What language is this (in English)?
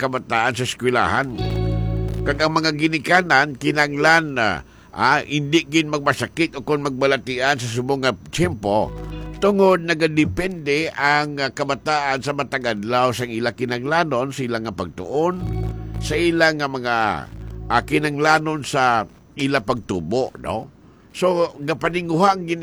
Hiligaynon